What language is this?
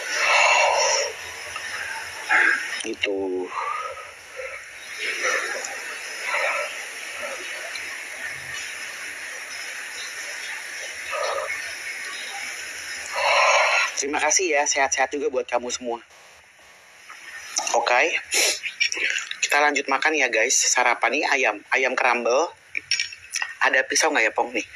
Indonesian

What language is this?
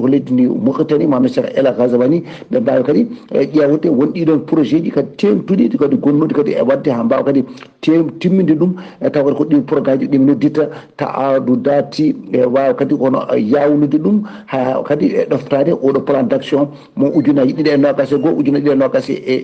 Fula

